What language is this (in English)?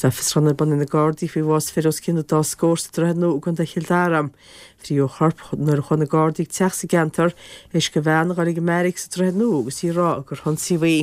Irish